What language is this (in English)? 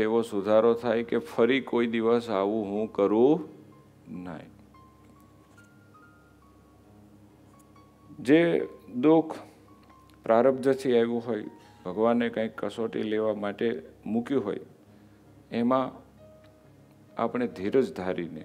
Gujarati